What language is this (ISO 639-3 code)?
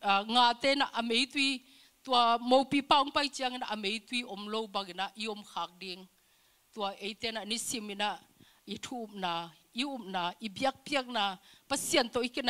ctd